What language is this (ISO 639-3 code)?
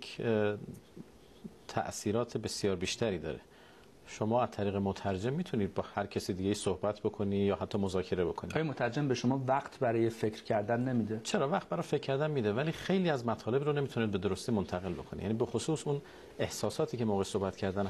fas